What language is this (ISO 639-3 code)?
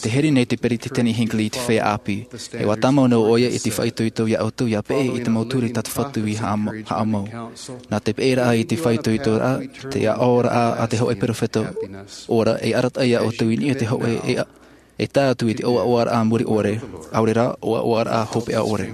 tah